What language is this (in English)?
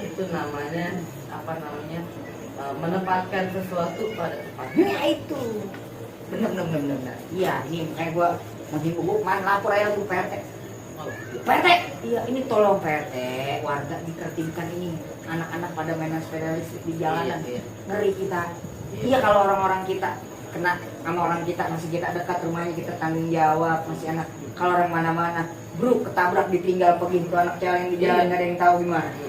Betawi